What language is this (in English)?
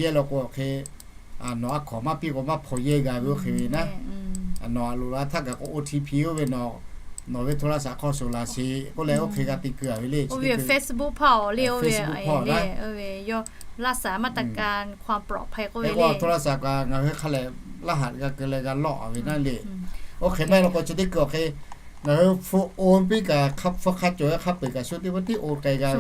Lahu